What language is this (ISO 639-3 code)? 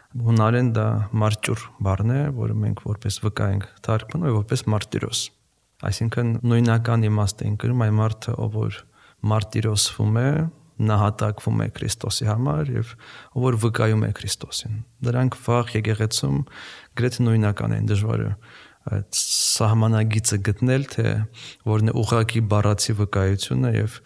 hye